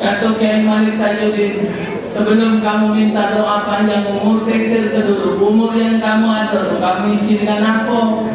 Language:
Musi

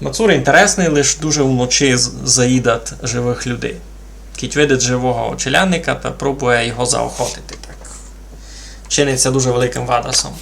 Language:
Rusyn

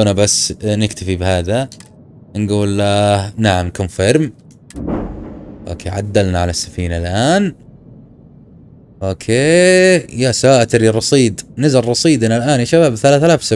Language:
Arabic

